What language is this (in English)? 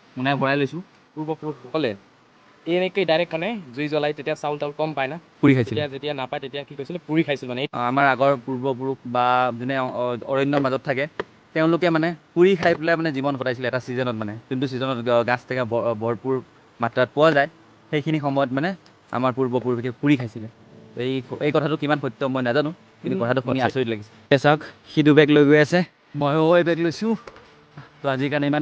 Assamese